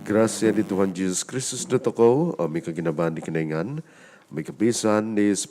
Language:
Central Dusun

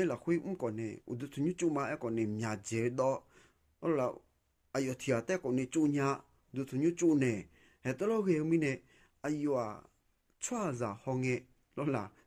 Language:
Akha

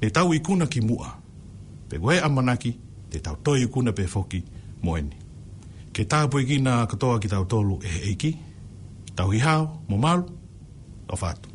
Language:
Tongan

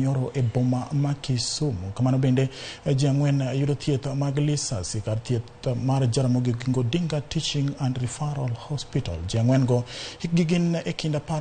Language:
Luo (Kenya and Tanzania)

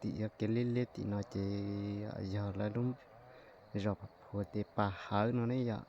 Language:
Hmong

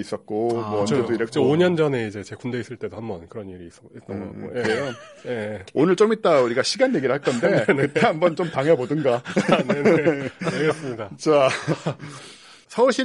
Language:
Korean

